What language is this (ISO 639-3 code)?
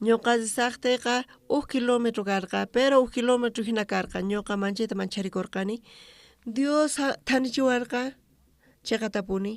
quh